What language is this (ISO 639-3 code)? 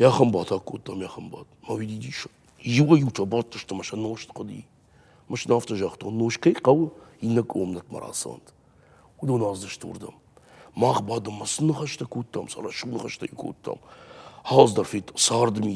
oss